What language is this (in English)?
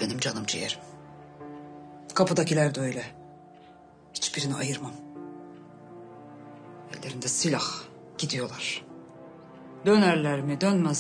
Turkish